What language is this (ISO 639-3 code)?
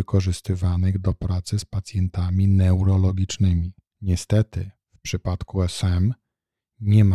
pol